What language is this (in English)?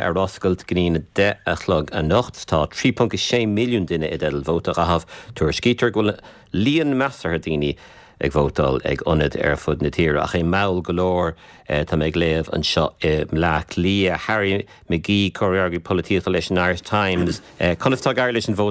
Irish